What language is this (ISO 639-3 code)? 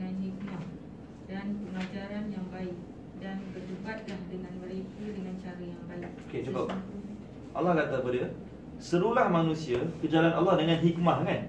msa